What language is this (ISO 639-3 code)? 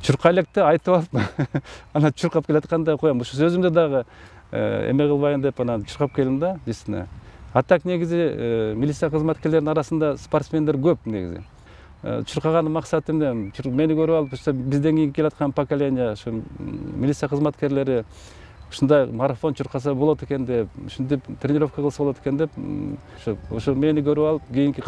kir